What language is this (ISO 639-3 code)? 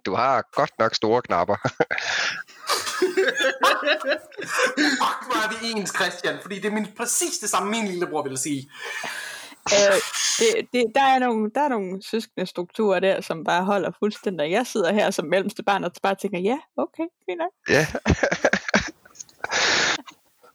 dan